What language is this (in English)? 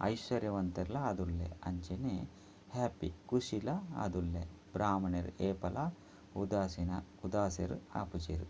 Tulu